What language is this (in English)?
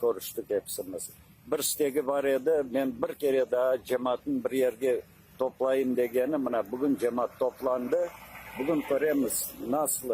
Crimean Tatar